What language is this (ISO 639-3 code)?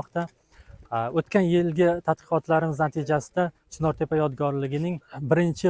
uzb